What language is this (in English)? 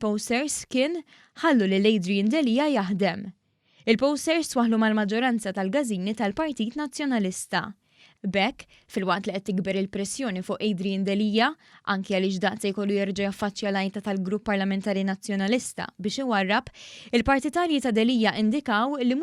Maltese